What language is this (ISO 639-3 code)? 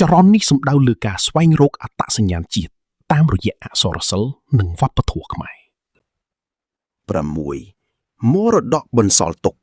khm